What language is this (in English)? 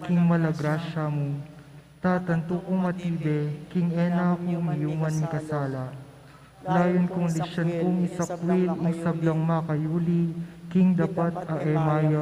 Pampanga